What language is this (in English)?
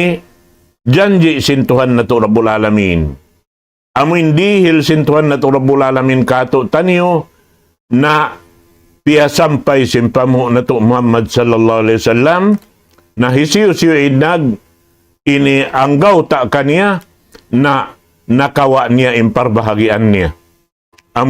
Tausug